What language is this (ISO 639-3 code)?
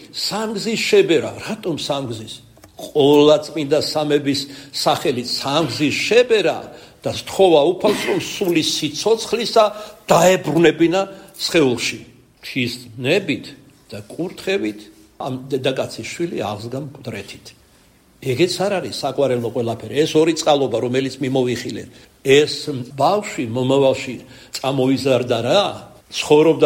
kat